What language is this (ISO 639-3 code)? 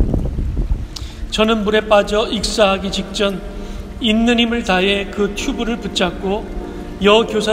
kor